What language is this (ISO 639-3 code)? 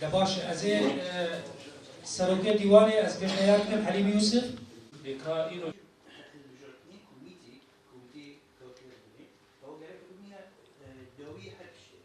kur